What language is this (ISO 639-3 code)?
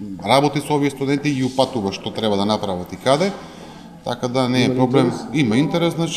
mkd